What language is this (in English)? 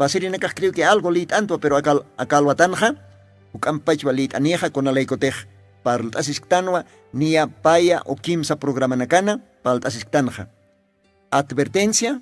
Aymara